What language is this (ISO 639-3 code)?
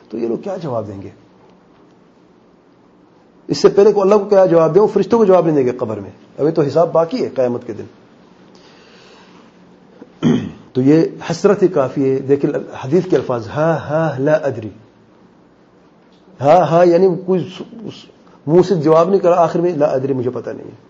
urd